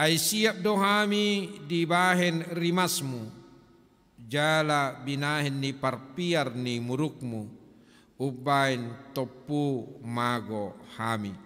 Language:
Batak Toba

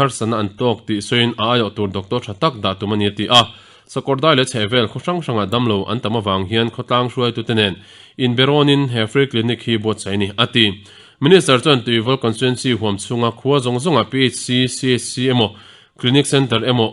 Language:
Mizo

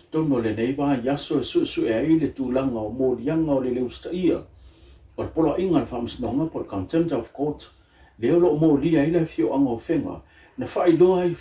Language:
Samoan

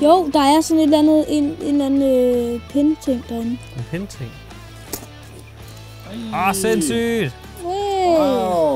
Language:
Danish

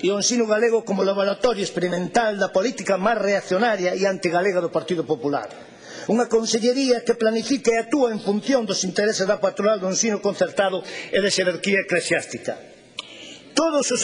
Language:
Galician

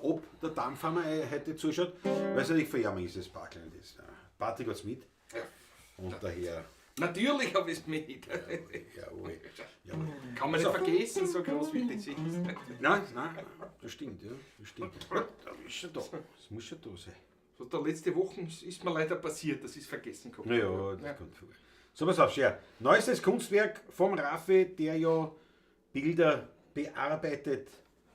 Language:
Bavarian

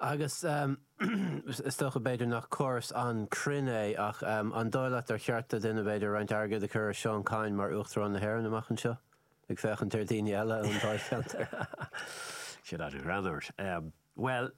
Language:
Irish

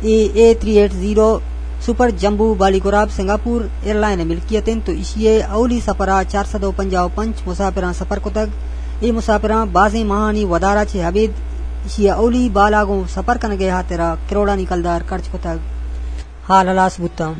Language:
Eastern Balochi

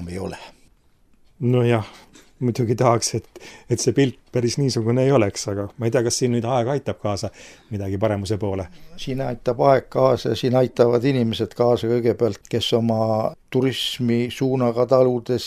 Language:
Estonian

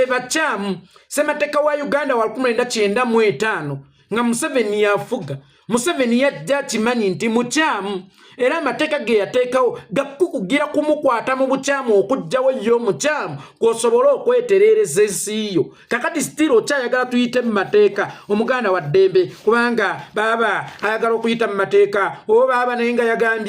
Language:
Ganda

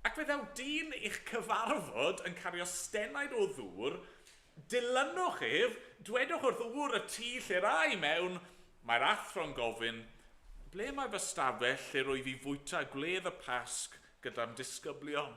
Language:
Welsh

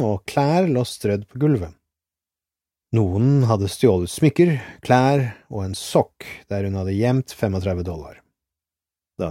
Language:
Norwegian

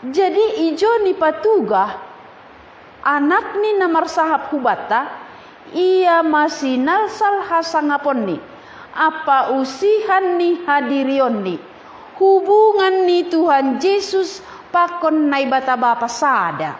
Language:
Batak Simalungun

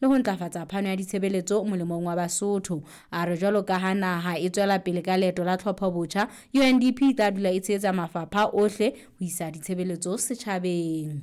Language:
Southern Sotho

